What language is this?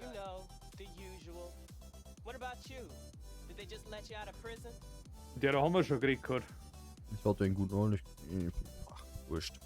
Bavarian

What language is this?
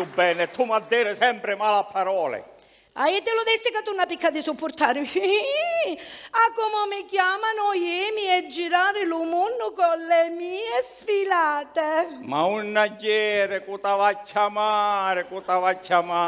Sicilian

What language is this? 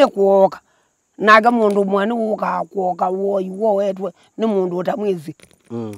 Kamba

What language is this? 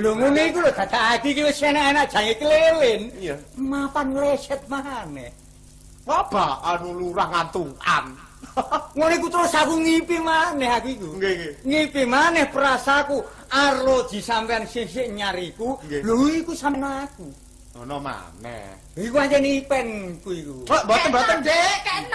Javanese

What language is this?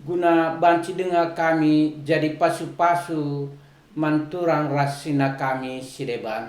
Batak Karo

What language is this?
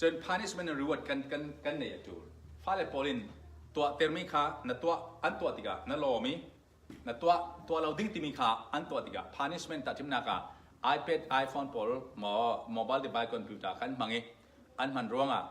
Falam Chin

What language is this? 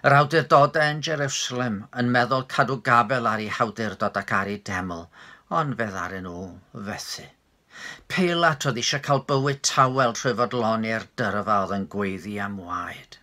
Welsh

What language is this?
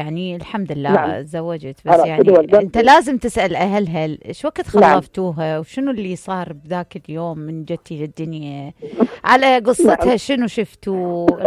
Mesopotamian Arabic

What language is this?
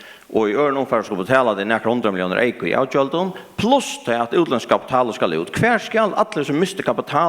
Faroese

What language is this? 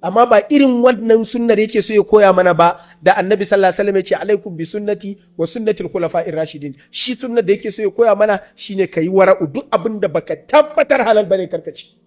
Hausa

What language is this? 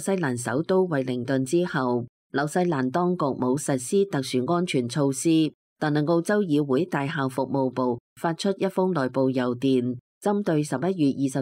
Cantonese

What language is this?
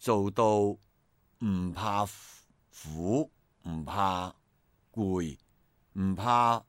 Cantonese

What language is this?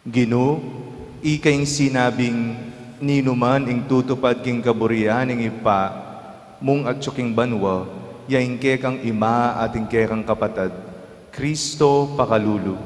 Pampanga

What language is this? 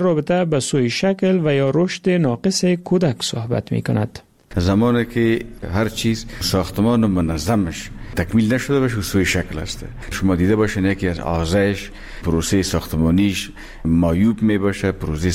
Persian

